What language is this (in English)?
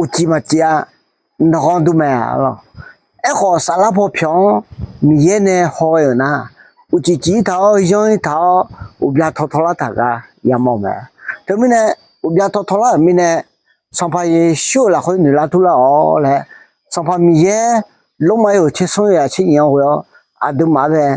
Akha